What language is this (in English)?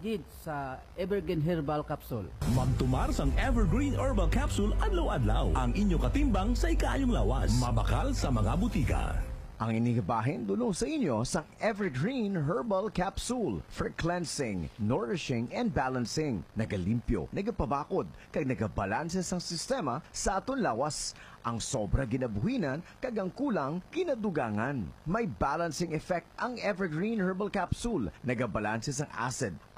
Hiligaynon